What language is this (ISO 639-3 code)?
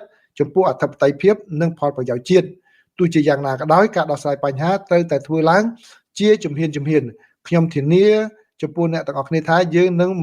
khm